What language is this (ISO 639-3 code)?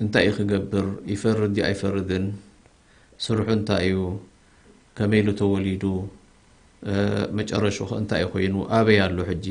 tir